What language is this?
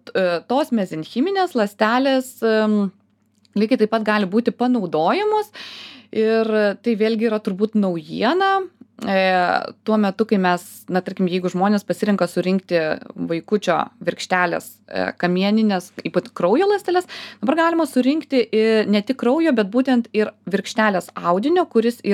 Lithuanian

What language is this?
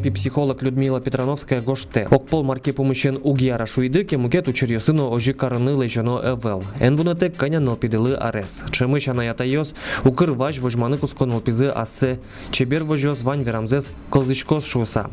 Udmurt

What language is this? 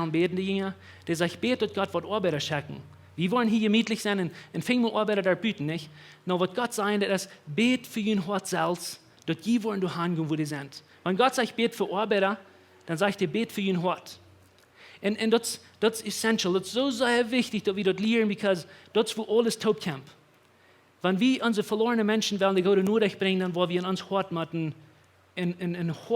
Plautdietsch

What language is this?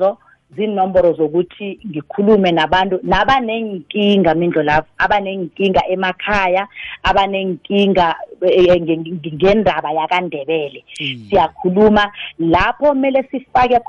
South Ndebele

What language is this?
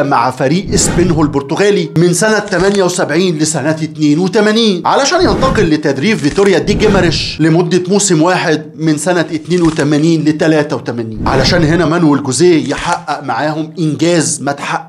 Egyptian Arabic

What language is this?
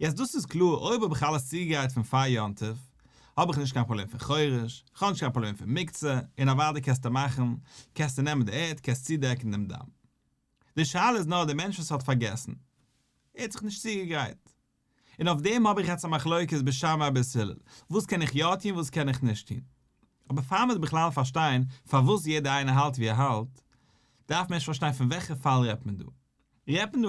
Yiddish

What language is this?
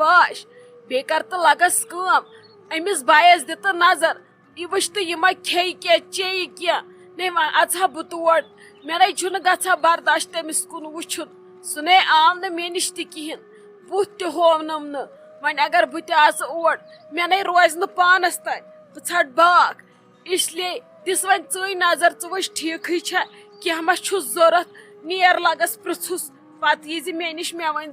Kashmiri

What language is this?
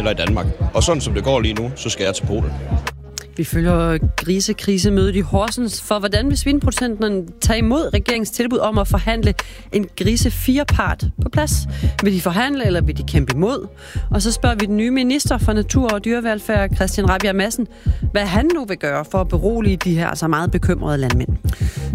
Danish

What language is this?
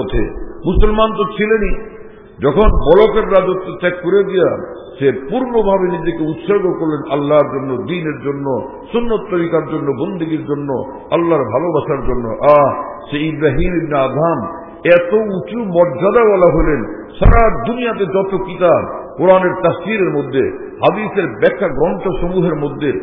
Bangla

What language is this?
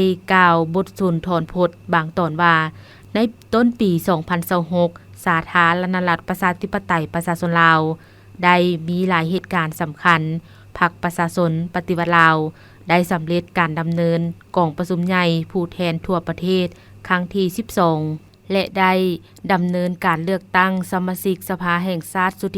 Lao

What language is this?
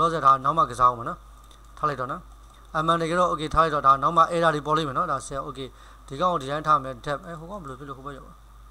Burmese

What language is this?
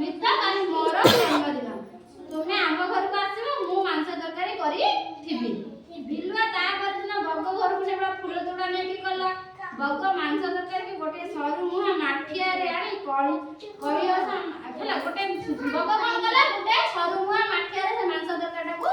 Odia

